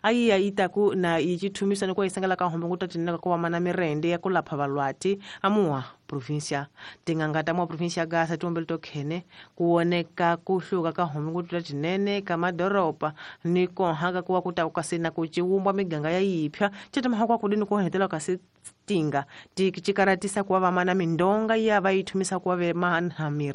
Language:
Tsonga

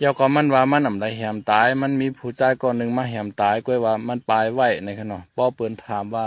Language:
Shan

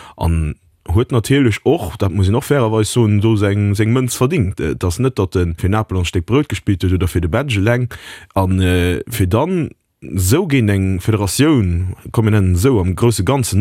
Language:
Luxembourgish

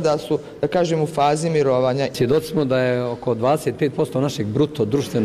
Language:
Bosnian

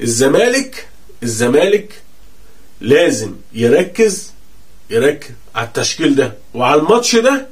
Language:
Egyptian Arabic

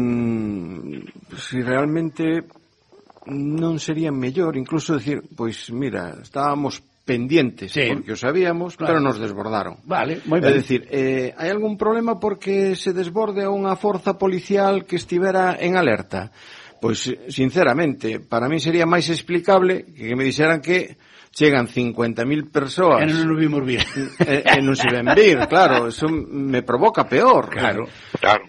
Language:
Galician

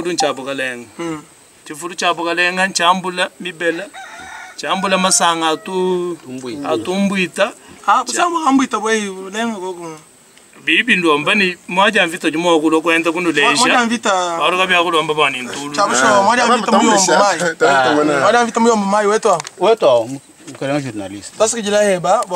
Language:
Luba-Lulua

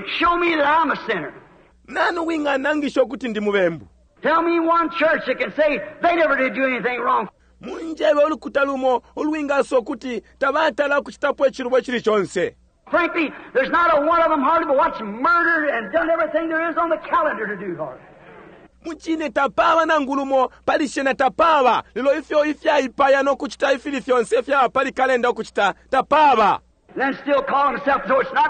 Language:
Bemba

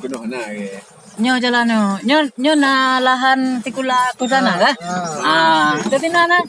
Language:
Achinese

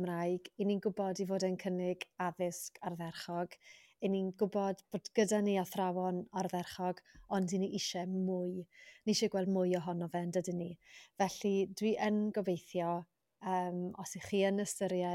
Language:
Welsh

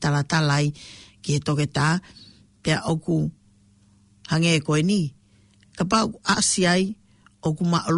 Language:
Tongan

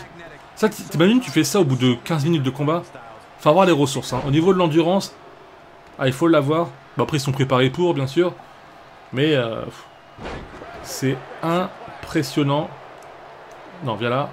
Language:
French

